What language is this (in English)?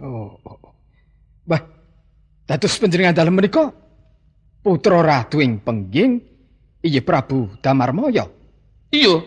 Javanese